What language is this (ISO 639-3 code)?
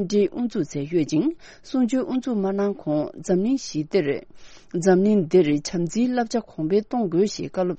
bod